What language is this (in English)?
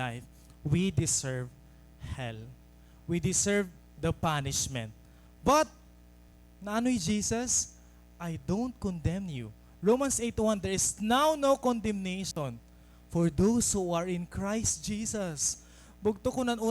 Waray